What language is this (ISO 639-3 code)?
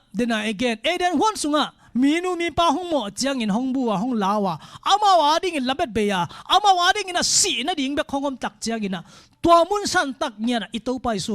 ctd